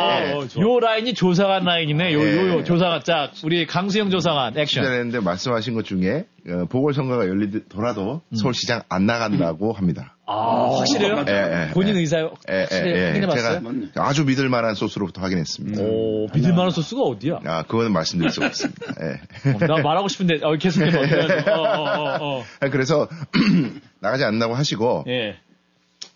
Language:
Korean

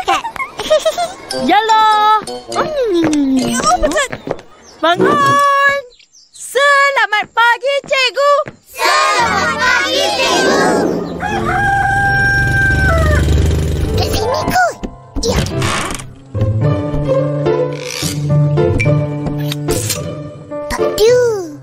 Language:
Malay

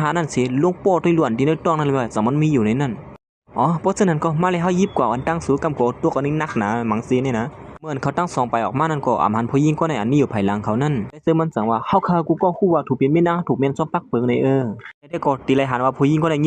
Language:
Shan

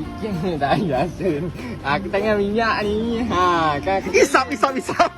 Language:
Musi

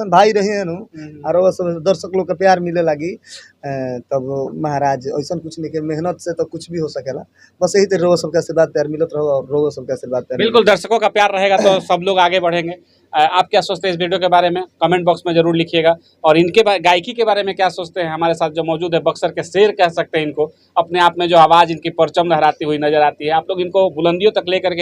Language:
Bhojpuri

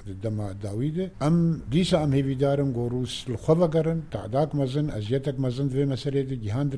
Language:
Kurdish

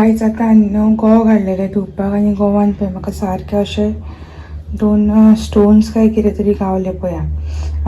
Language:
Konkani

